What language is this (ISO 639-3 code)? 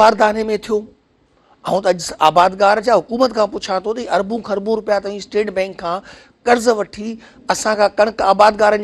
snd